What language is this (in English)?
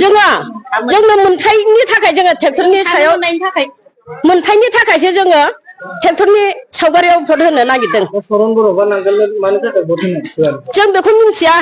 Bodo